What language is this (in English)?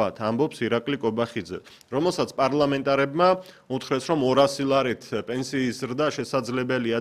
Georgian